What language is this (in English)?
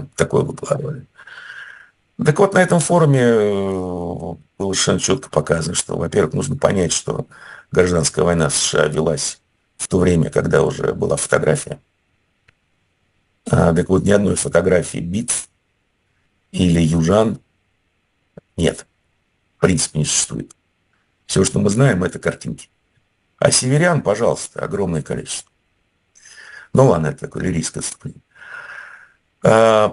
Russian